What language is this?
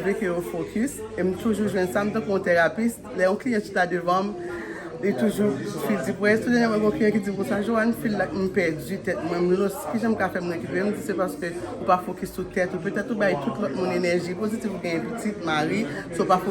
Haitian Creole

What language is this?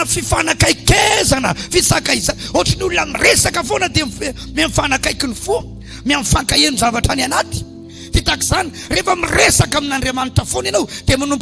Malagasy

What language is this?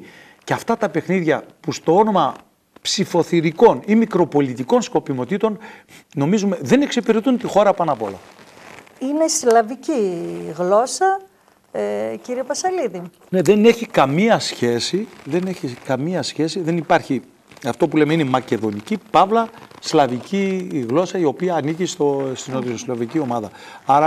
Greek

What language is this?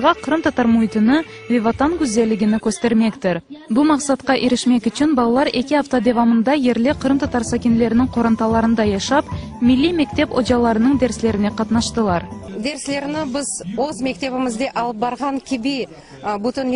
Crimean Tatar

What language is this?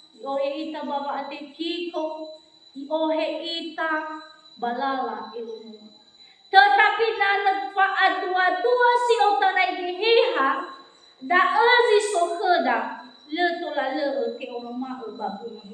Nias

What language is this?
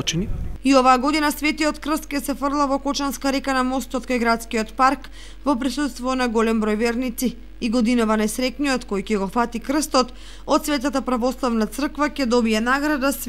Macedonian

